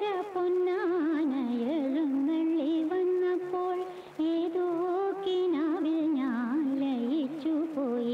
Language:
Malayalam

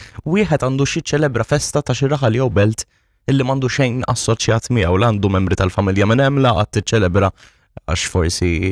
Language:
Maltese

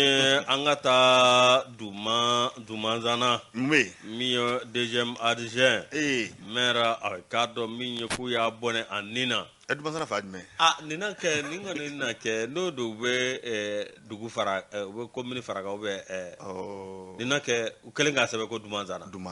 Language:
Bambara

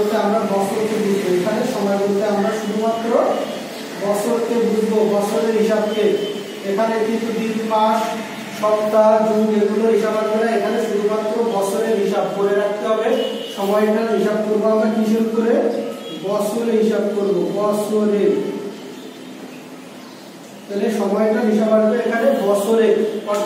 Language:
Bangla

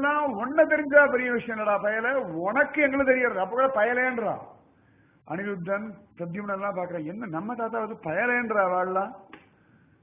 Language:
Tamil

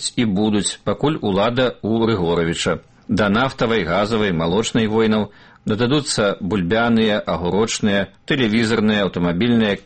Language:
Belarusian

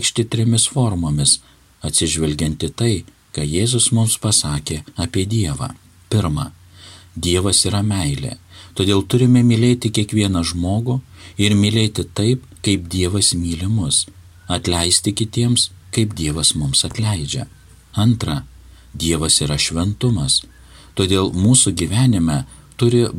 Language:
Lithuanian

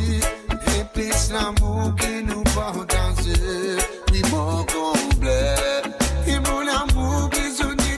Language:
Morisyen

